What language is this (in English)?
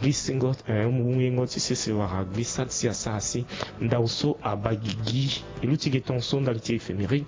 Sango